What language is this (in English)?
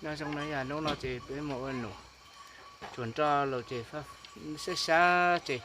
Hmong